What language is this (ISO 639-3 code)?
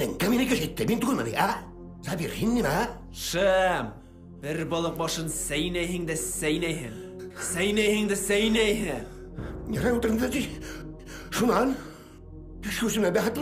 bak